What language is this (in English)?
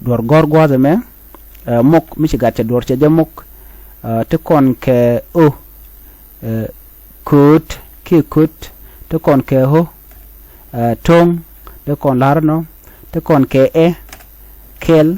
Nuer